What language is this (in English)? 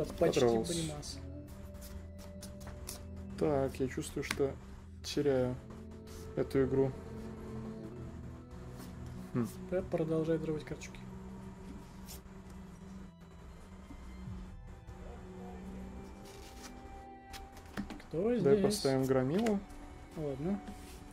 Russian